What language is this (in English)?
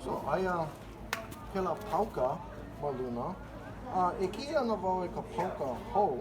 Hawaiian